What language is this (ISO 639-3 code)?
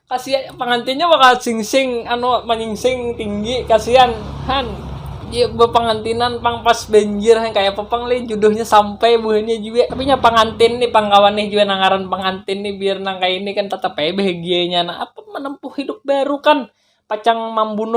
bjn